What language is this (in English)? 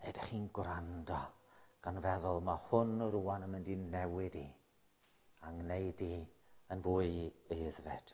Welsh